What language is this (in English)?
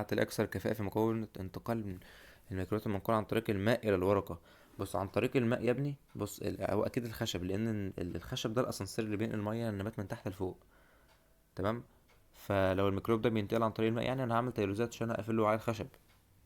Egyptian Arabic